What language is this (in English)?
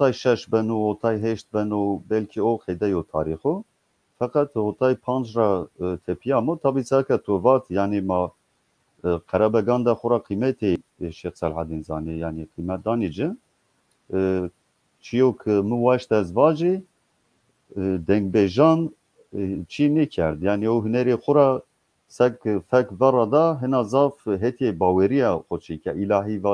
Zaza